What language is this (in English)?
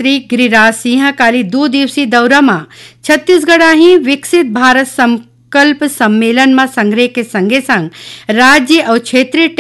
Chhattisgarhi